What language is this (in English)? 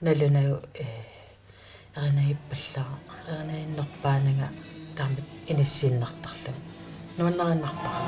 Kalaallisut